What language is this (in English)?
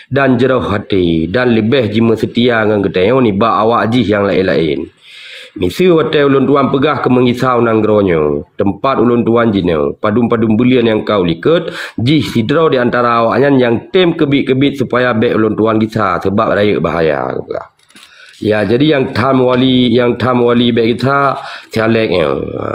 Achinese